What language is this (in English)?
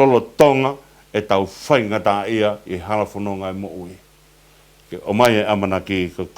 Tongan